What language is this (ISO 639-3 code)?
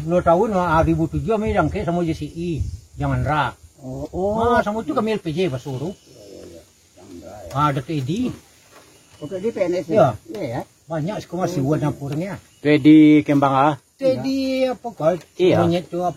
min